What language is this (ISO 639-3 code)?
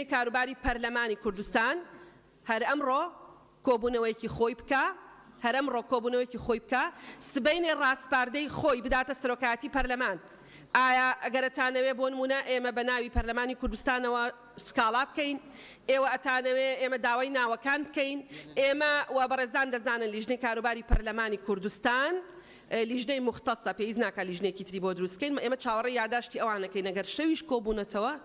ckb